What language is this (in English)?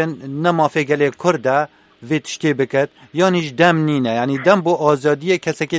Kurdish